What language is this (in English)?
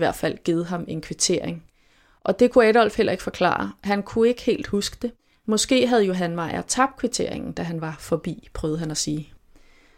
Danish